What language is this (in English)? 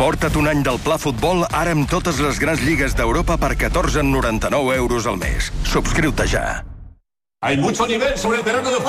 Catalan